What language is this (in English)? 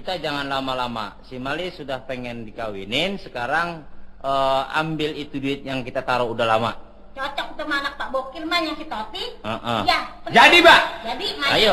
Betawi